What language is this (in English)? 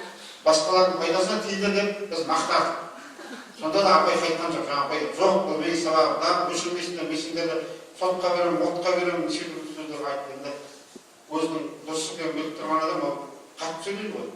Kazakh